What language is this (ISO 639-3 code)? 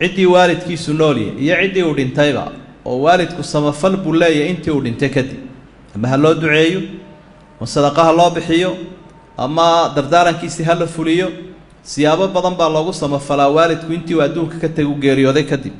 som